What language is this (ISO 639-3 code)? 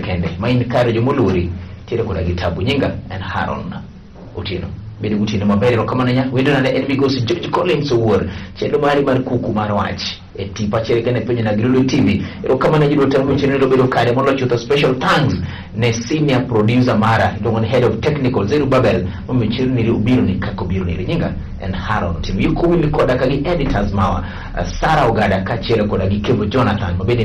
luo